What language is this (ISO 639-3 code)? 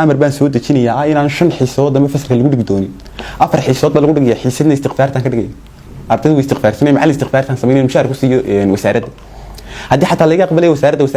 som